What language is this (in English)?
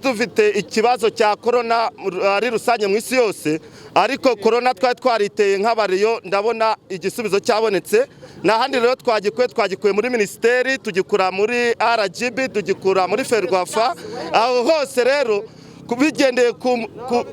Kinyarwanda